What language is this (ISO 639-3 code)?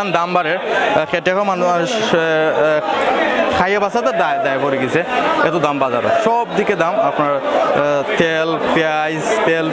syl